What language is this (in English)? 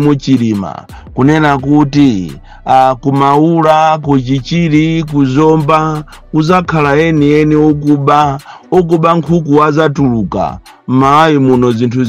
Nyanja